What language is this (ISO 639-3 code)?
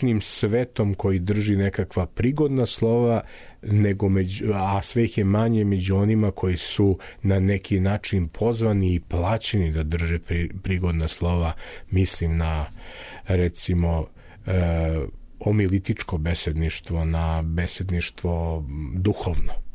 srp